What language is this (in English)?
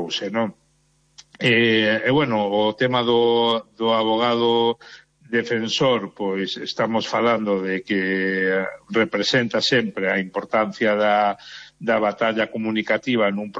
Galician